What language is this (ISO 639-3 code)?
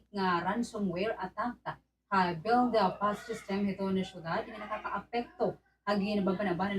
war